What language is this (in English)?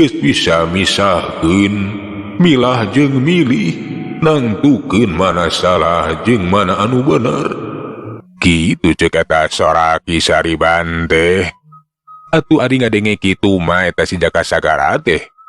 Sundanese